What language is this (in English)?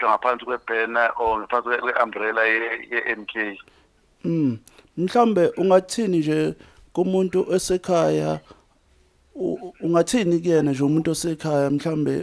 Zulu